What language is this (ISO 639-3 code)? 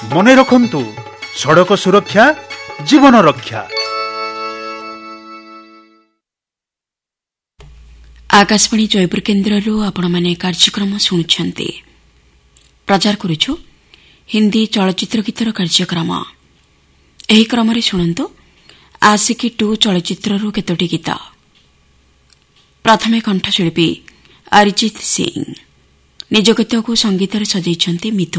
ori